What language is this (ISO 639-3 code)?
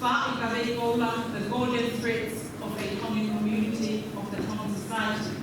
ton